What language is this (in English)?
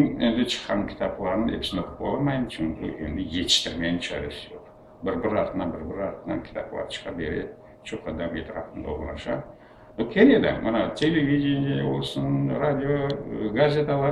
Crimean Tatar